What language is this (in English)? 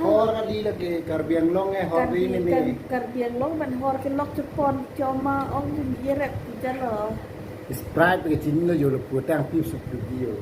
Karbi